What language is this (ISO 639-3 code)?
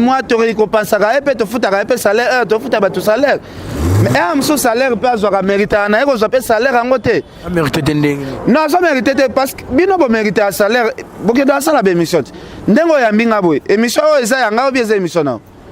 lin